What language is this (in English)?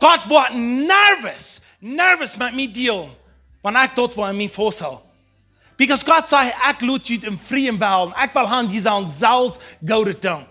Plautdietsch